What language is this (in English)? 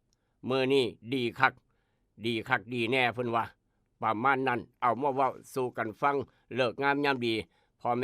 Northeastern Thai